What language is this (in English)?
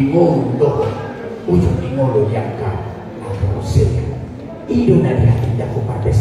Batak Toba